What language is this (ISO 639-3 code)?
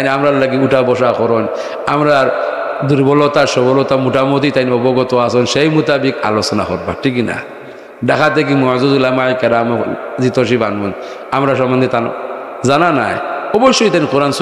syl